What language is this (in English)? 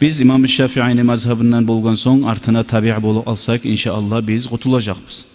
Kumyk